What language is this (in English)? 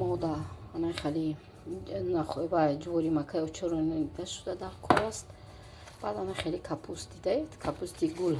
Tajik